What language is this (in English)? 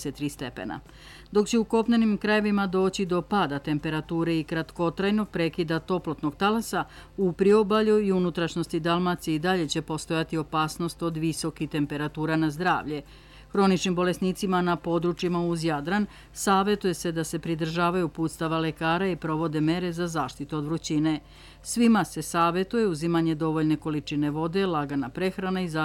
Serbian